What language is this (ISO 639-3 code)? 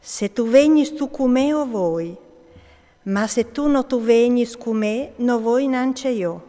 fur